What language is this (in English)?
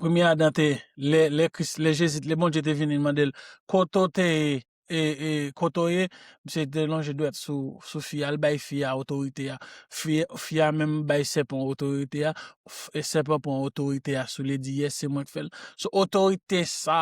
Haitian Creole